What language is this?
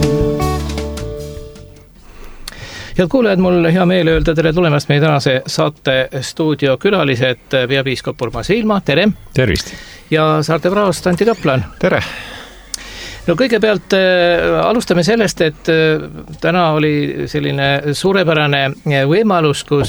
Estonian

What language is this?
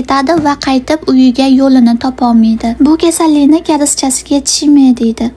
Uzbek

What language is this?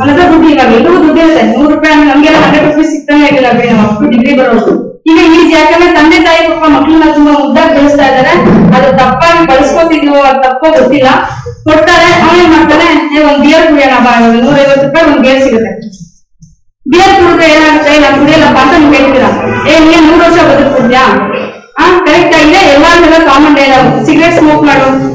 Kannada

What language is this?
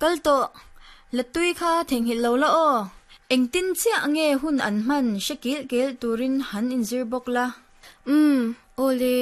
Mizo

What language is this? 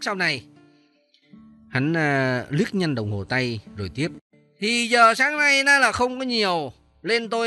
Vietnamese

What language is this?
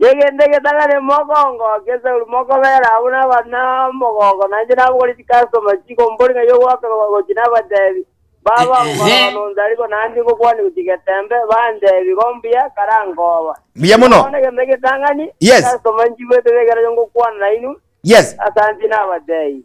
Gusii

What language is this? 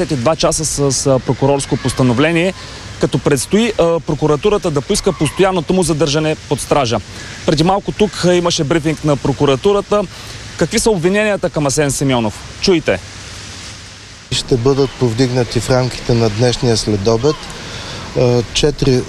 Bulgarian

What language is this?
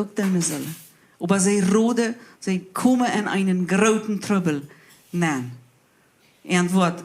Plautdietsch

